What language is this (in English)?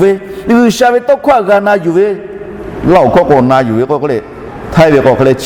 Lahu